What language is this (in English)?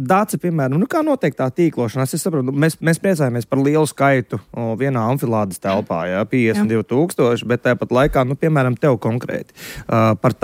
Latvian